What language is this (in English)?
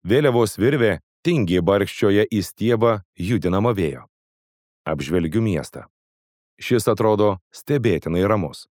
Lithuanian